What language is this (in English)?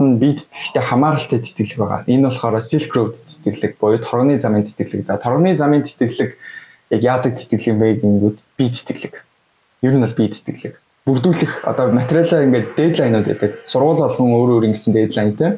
Mongolian